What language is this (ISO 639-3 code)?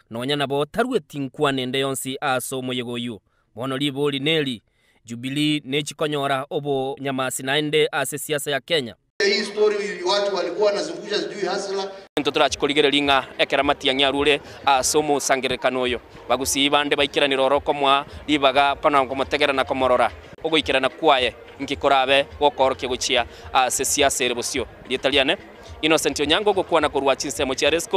guz